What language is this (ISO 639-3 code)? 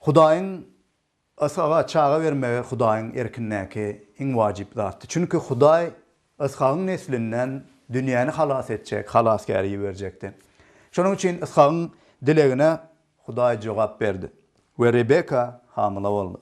tuk